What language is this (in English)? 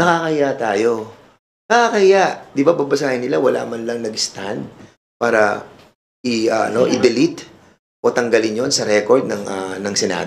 Filipino